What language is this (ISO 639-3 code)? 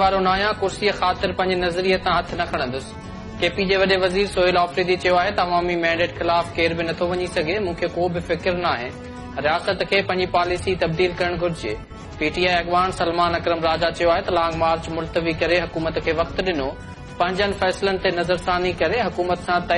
snd